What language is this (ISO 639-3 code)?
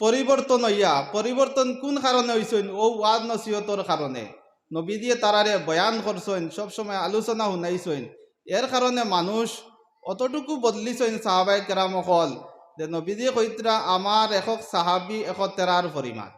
syl